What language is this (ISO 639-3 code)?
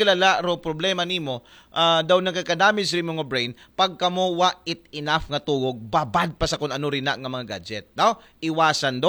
akl